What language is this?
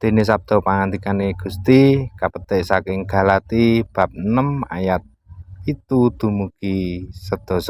Javanese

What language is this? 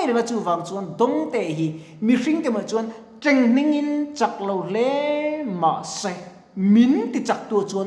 Mizo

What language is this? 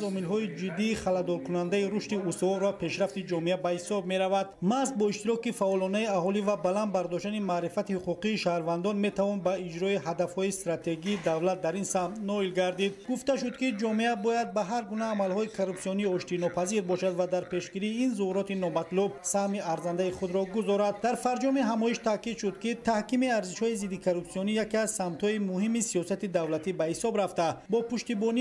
Tajik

